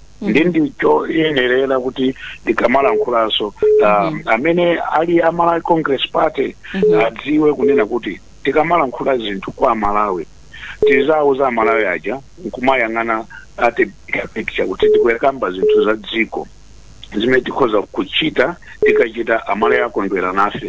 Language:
Nyanja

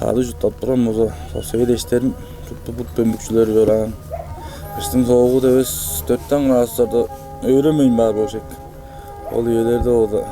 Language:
Tuvinian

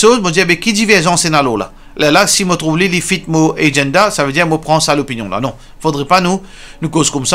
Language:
Morisyen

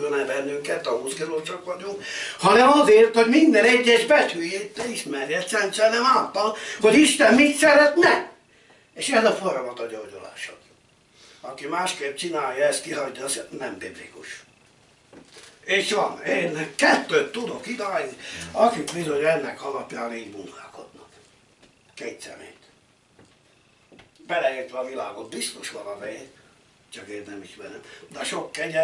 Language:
Hungarian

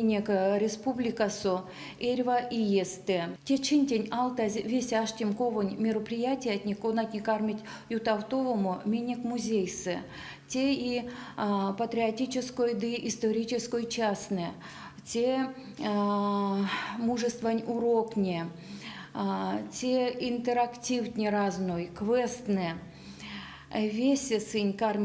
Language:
Erzya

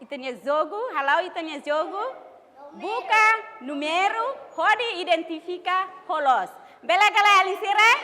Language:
Tetum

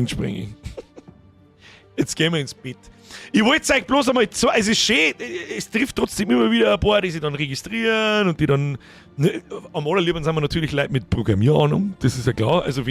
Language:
Bavarian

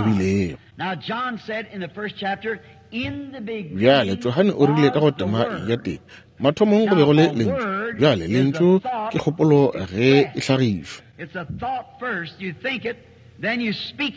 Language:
Northern Sotho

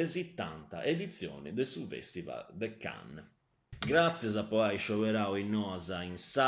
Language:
Sardinian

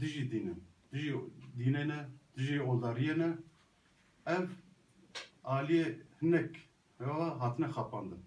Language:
Kurdish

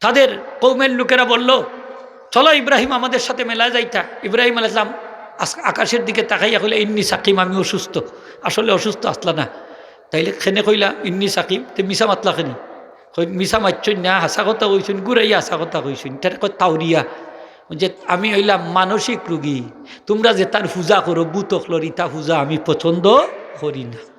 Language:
Sylheti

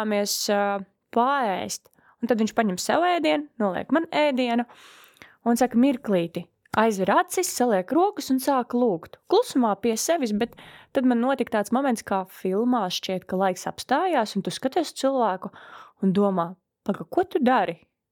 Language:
Latvian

